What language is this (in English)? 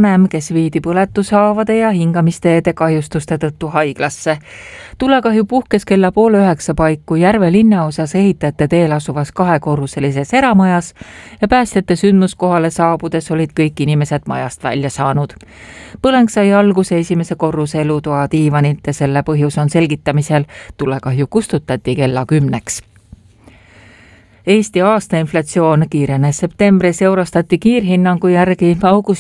Estonian